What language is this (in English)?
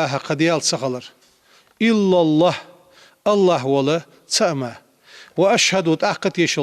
Ingush